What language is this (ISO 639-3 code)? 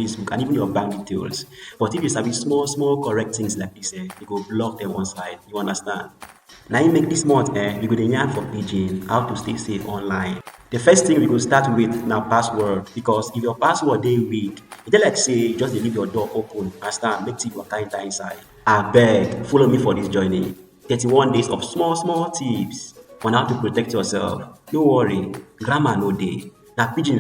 pcm